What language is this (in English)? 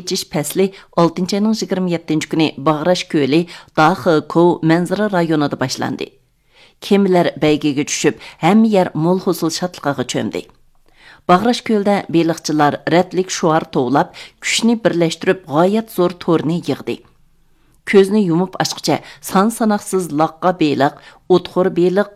Uyghur